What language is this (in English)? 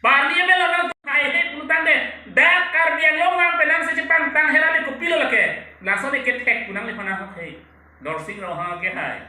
Karbi